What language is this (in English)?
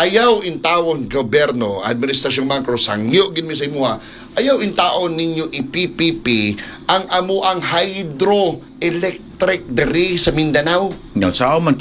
Cebuano